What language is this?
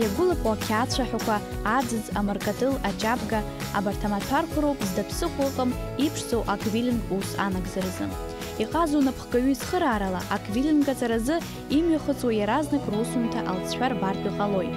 Abkhazian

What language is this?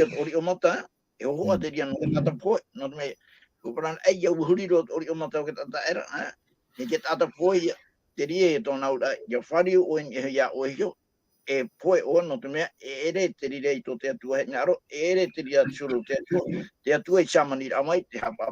Tahitian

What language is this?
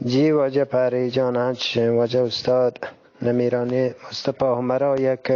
Eastern Balochi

